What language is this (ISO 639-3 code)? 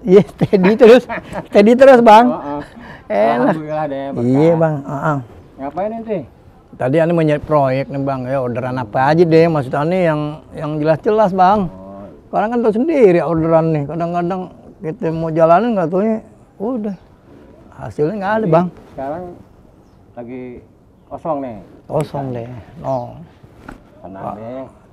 bew